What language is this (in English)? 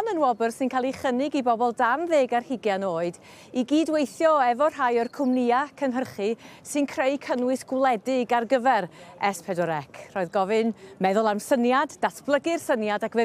Welsh